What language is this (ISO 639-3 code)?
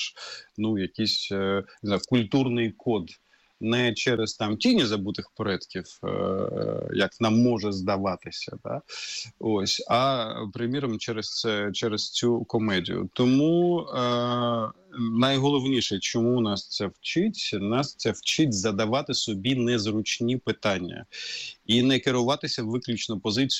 ukr